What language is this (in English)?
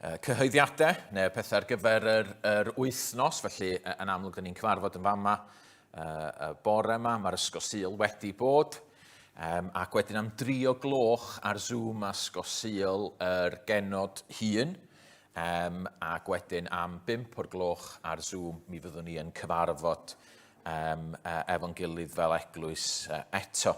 Welsh